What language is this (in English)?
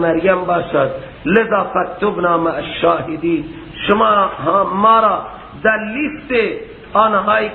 Persian